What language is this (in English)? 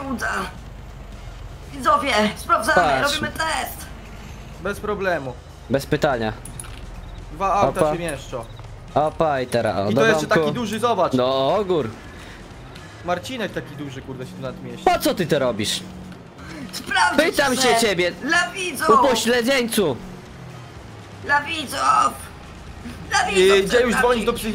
Polish